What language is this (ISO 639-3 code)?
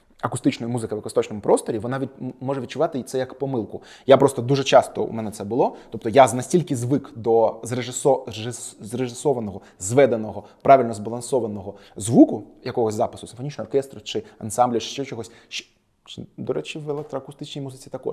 ukr